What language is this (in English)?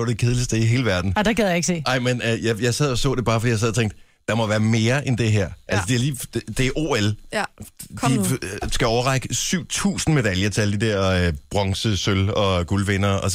Danish